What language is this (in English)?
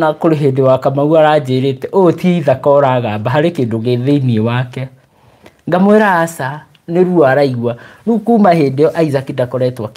Kikuyu